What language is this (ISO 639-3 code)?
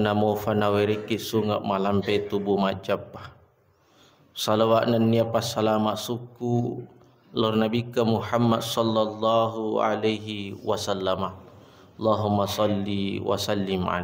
bug